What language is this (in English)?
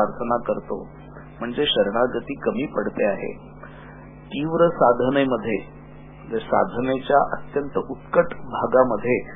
Marathi